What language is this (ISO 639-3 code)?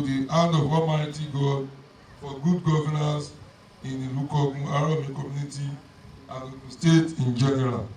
yor